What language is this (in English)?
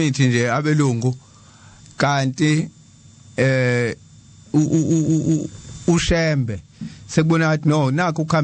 Zulu